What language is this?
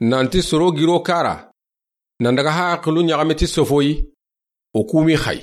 Soninke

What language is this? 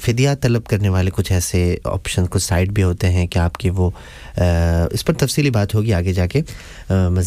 Urdu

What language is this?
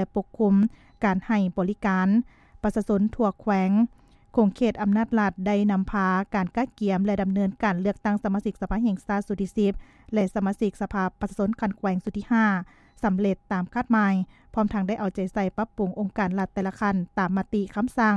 Lao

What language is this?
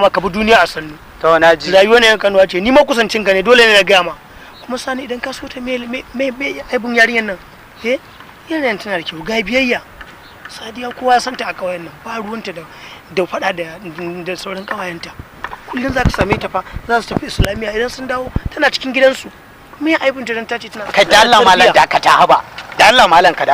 Hausa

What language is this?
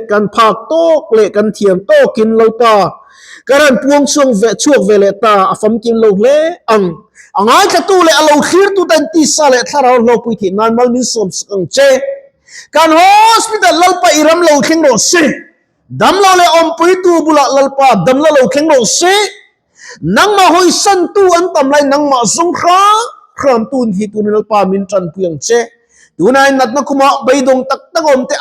Mizo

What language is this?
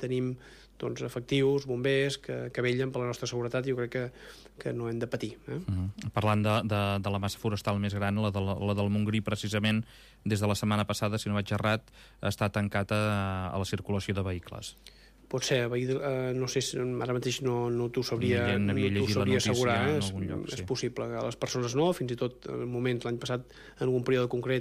Catalan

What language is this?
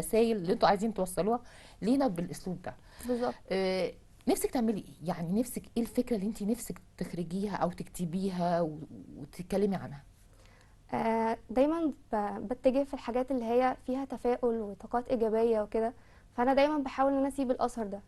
Egyptian Arabic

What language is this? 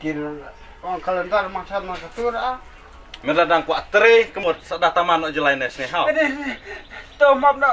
Khasi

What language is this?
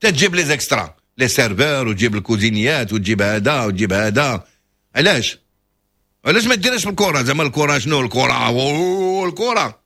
Moroccan Arabic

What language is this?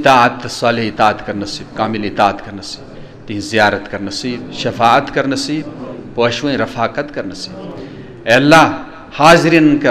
Kashmiri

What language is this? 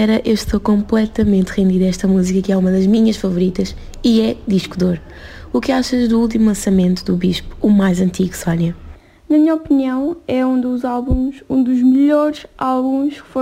Portuguese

